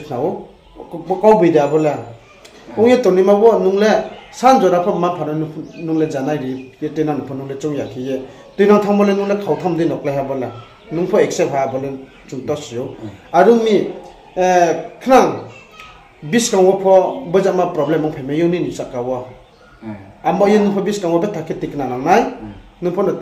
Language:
Riang (India)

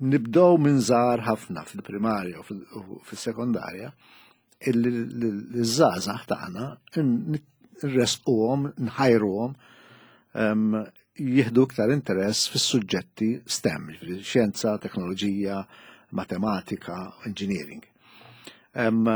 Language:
Maltese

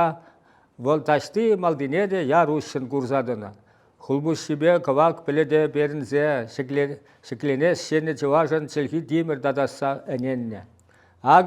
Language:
Chuvash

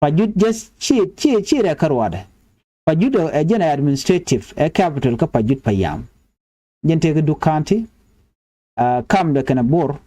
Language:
Nuer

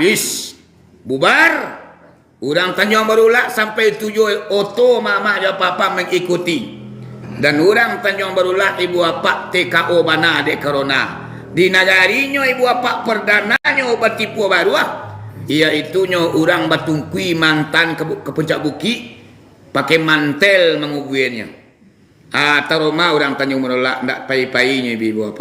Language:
Minangkabau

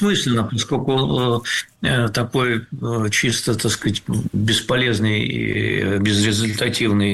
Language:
Russian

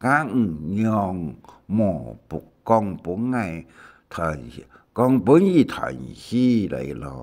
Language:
Hakka Chinese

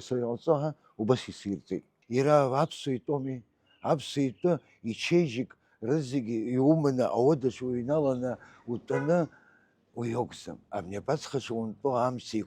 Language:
Abkhazian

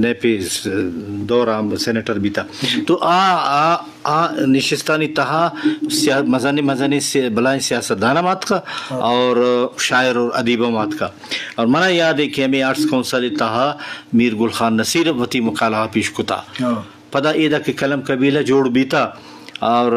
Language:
Eastern Balochi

